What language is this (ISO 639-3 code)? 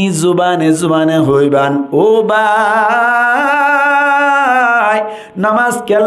rhg